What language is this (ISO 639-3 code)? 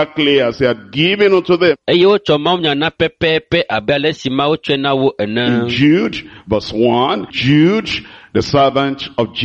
ewe